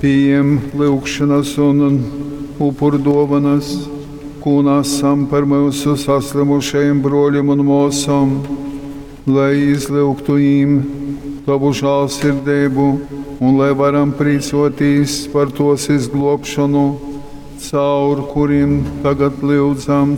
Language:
Latgalian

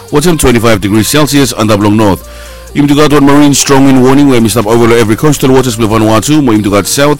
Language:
Bislama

